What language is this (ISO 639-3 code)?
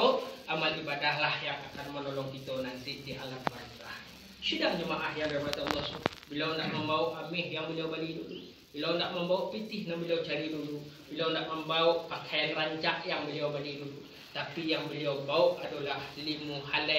min